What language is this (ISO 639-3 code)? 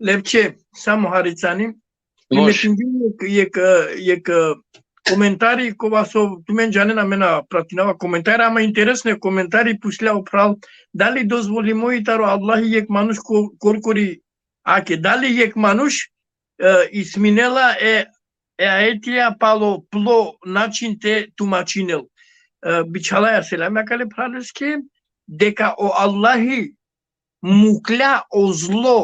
rmn